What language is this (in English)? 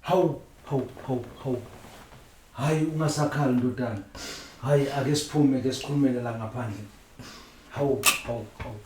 Zulu